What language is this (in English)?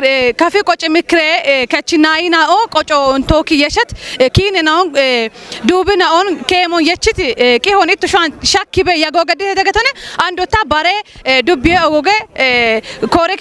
Kafa